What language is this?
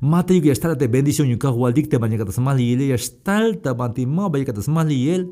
Tzeltal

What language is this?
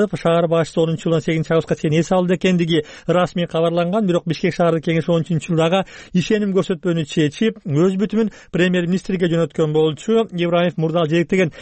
Kyrgyz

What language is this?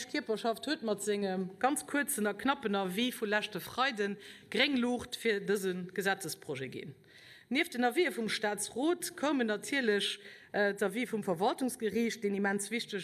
Luxembourgish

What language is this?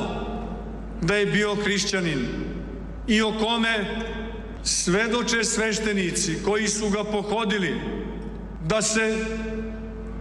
Serbian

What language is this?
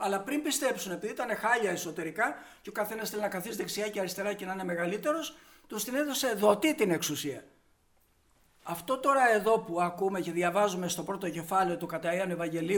Greek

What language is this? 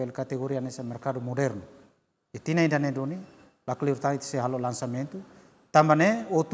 Tetum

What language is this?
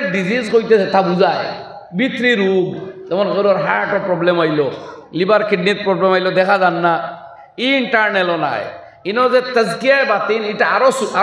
Sylheti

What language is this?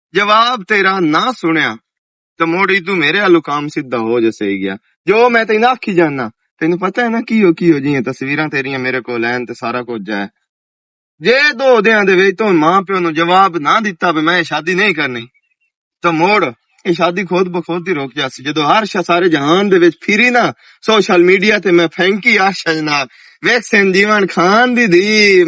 Western Panjabi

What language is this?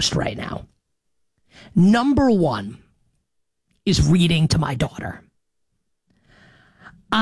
English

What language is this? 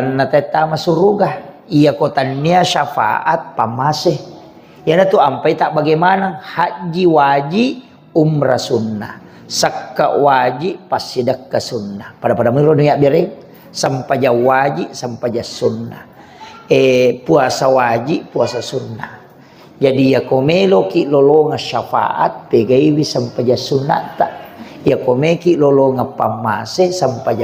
Buginese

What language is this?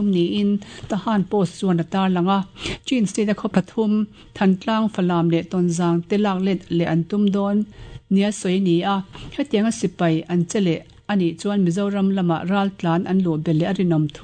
Mizo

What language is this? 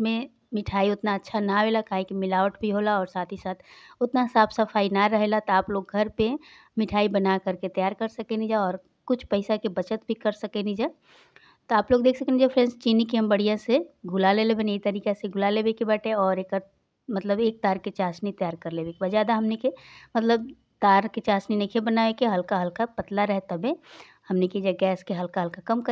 Bhojpuri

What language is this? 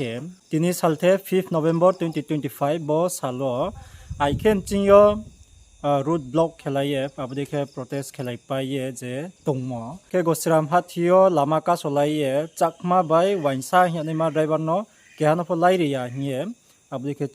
Riang (India)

